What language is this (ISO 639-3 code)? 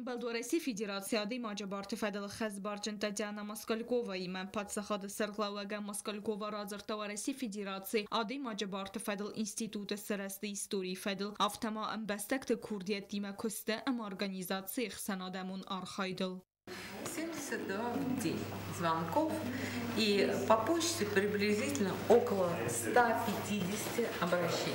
oss